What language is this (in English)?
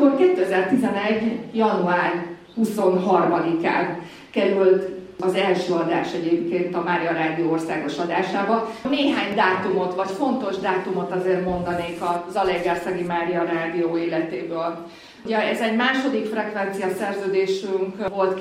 Hungarian